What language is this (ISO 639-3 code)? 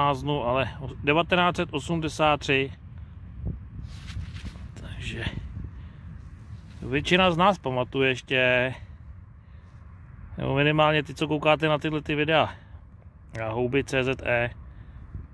ces